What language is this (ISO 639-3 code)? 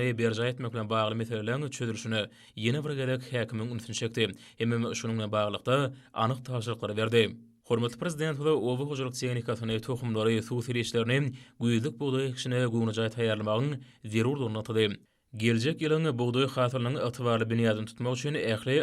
tuk